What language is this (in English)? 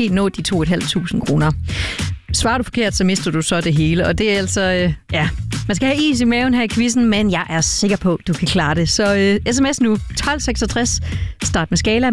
Danish